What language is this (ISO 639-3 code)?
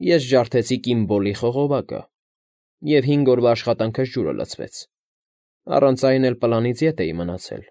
hye